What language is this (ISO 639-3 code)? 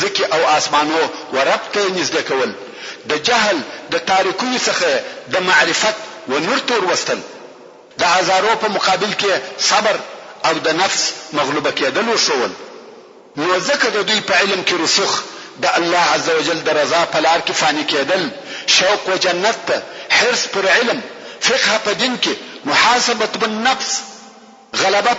pus